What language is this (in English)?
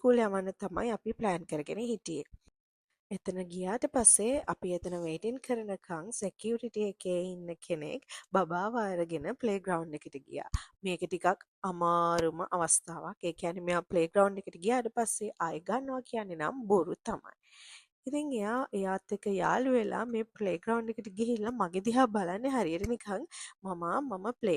Sinhala